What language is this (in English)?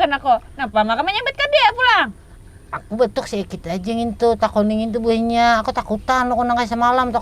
Banjar